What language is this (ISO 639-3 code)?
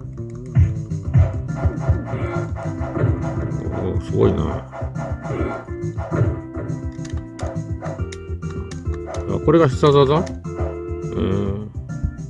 jpn